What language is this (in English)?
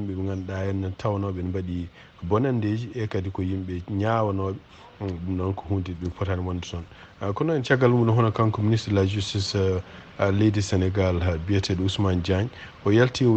Fula